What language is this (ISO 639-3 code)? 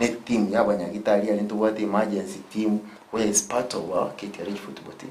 guz